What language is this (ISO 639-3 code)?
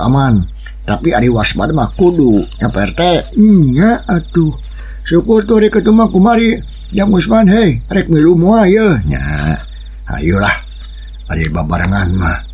sun